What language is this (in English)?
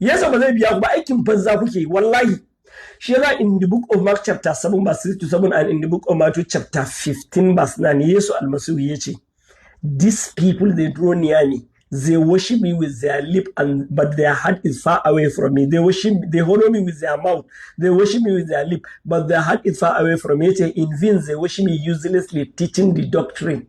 Hausa